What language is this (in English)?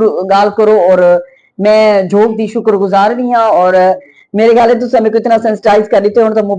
Saraiki